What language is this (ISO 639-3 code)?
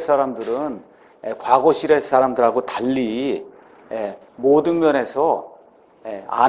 kor